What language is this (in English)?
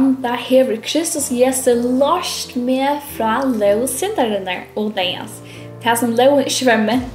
Faroese